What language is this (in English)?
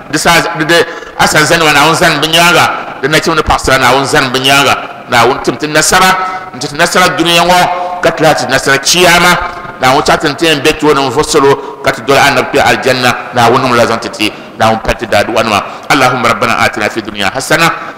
Dagbani